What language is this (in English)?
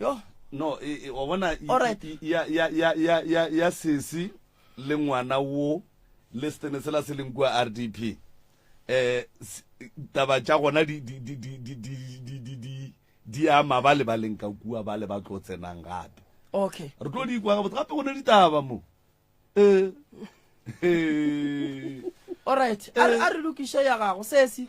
Northern Sotho